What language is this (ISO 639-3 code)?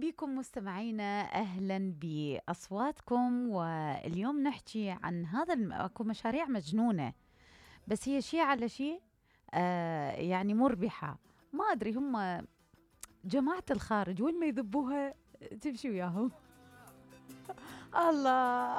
acm